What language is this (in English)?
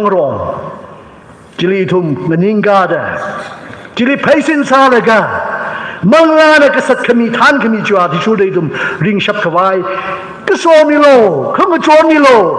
Tangkhul Naga (India)